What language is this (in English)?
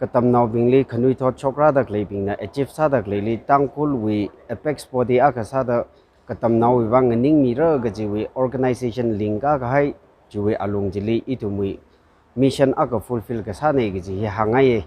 Tangkhul Naga (India)